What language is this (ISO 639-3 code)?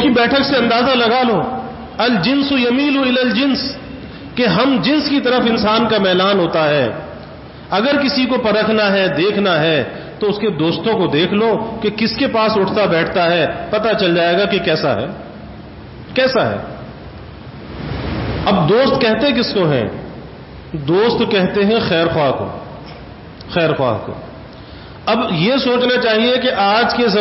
urd